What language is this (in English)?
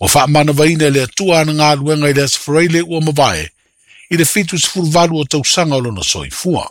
Samoan